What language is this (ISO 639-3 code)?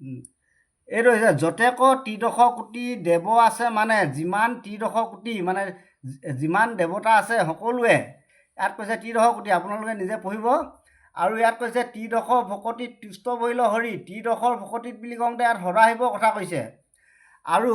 asm